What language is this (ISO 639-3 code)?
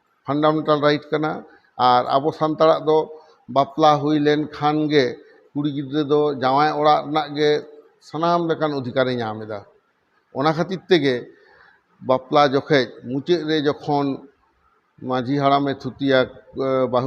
sat